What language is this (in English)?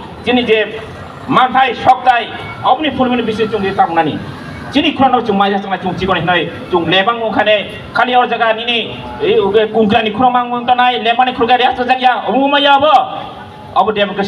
Kok Borok